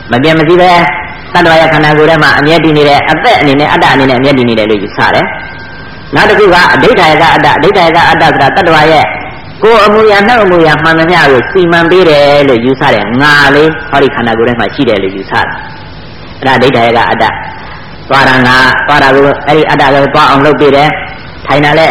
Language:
Burmese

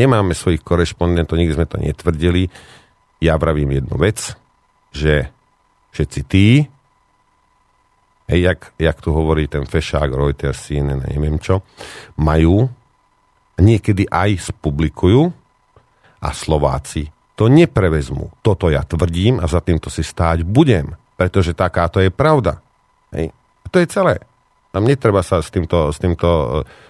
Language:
Slovak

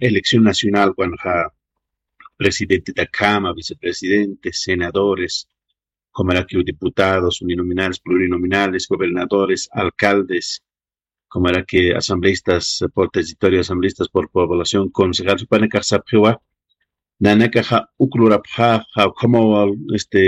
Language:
Aymara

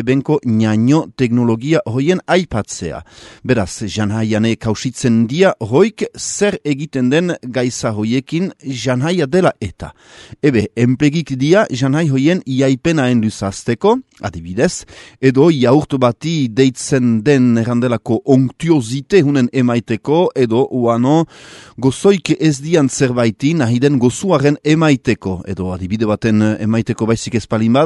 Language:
Basque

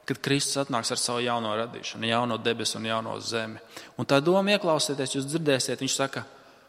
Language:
Latvian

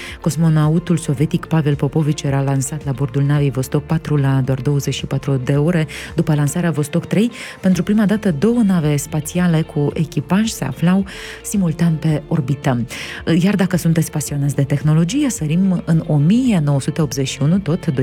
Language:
Romanian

